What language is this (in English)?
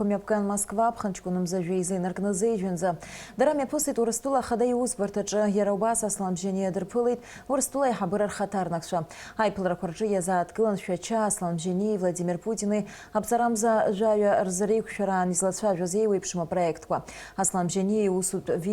Abkhazian